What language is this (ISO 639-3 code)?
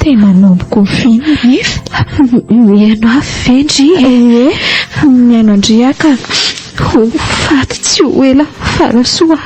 mlg